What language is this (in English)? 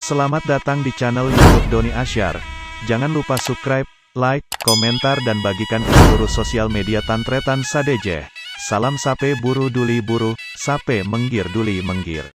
Madurese